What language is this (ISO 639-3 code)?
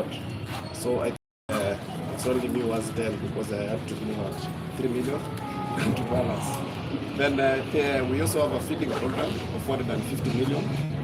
guz